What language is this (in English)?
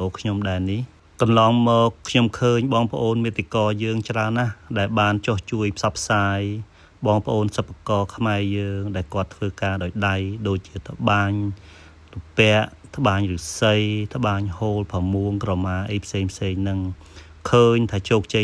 Khmer